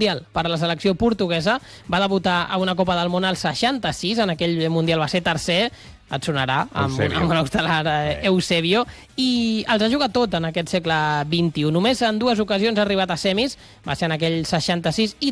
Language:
Catalan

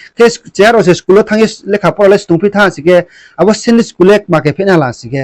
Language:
Riang (India)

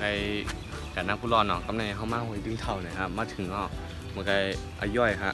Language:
Shan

